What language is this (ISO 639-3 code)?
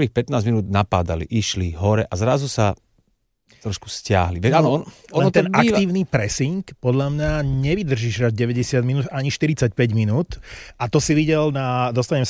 slk